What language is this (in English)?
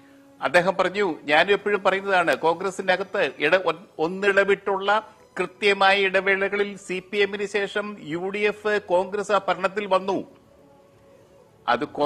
Malayalam